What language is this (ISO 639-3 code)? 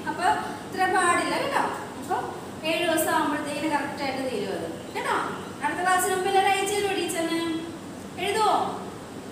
mal